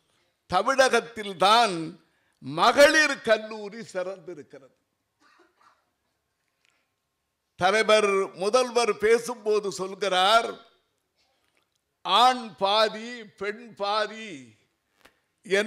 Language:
Tamil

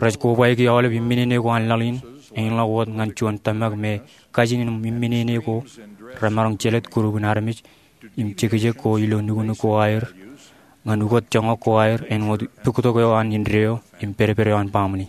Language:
Marshallese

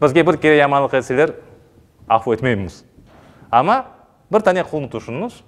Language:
Crimean Tatar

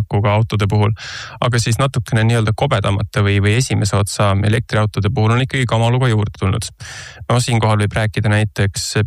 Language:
Estonian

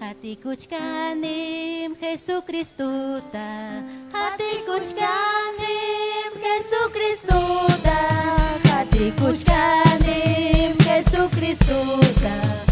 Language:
Ayacucho Quechua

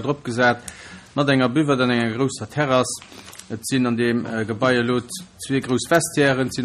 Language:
Luxembourgish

